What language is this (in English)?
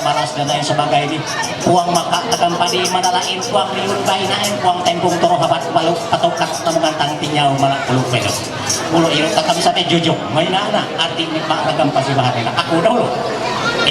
Ma'anyan